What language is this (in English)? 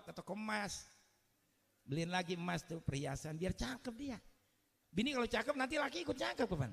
Betawi